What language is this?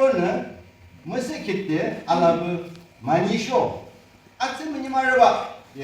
Yimchungru Naga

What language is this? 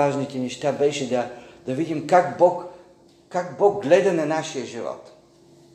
Bulgarian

